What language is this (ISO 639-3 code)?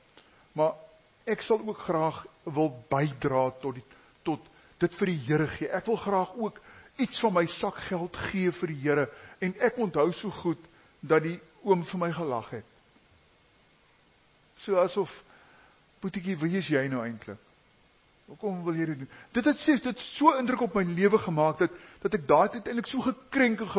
afr